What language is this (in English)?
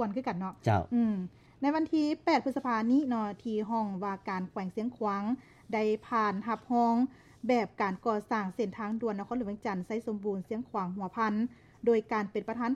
Lao